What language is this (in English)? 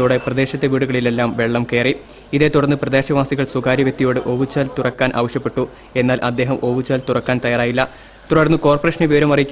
Malayalam